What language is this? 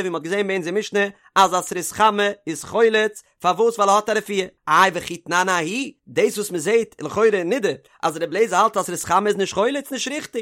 Yiddish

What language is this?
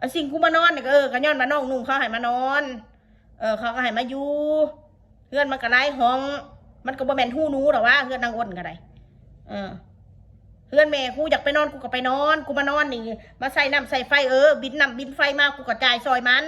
Northeastern Thai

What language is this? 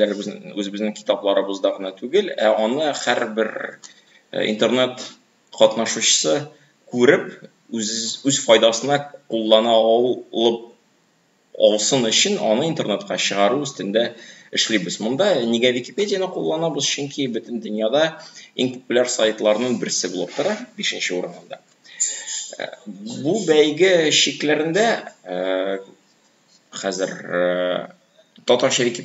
Tatar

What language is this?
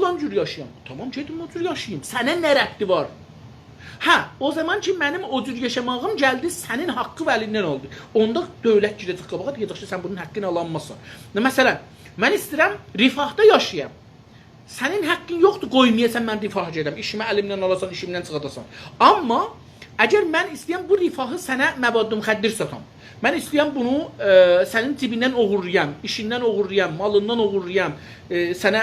South Azerbaijani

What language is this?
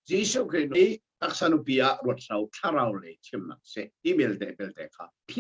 Hakha Chin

